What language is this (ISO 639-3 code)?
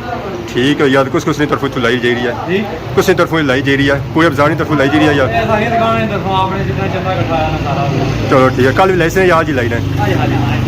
phr